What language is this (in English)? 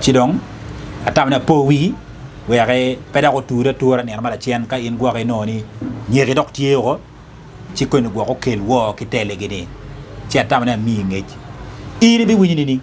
Acoli